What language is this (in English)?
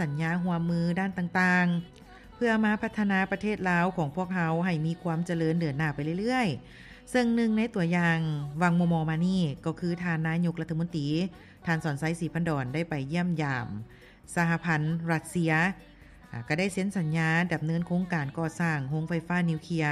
Lao